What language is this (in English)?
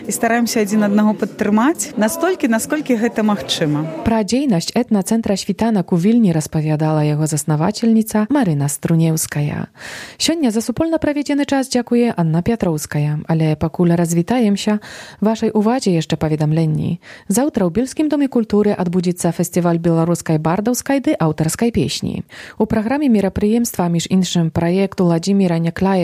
Belarusian